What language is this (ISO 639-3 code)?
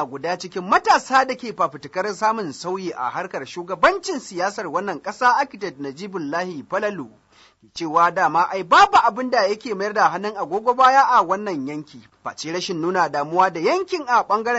hau